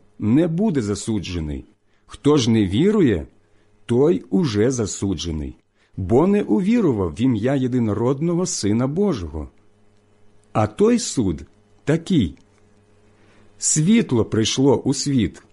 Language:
Ukrainian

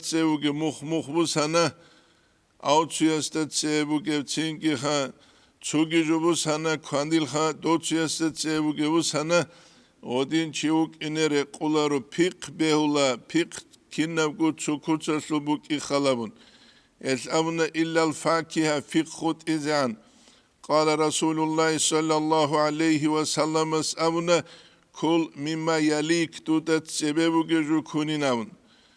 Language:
Avaric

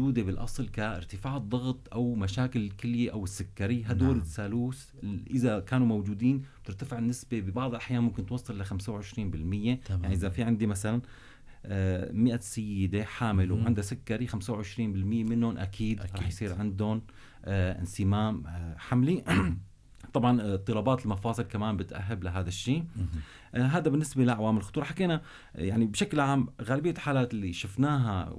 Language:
North Levantine Arabic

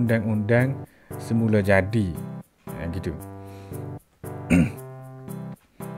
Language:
Malay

